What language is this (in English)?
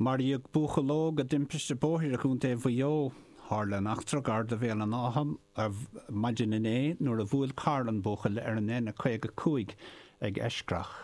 Irish